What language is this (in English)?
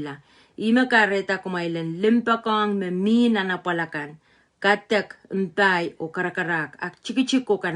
Pohnpeian